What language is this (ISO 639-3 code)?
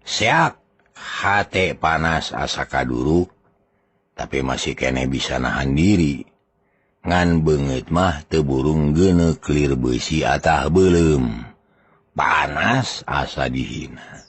sun